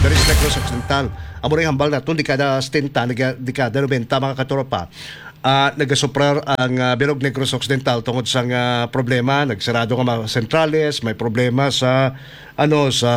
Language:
Hiligaynon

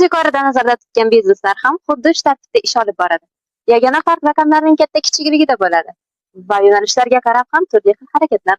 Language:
Uzbek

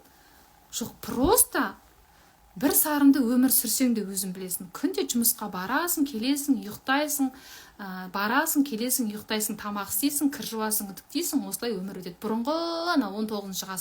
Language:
Kazakh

